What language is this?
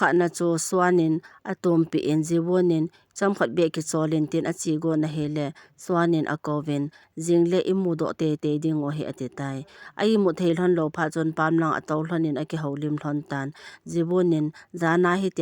Thado Chin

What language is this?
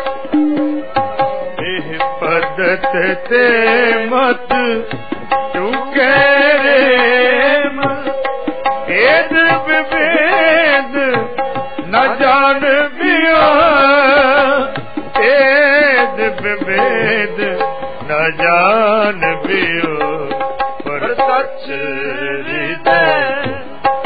Punjabi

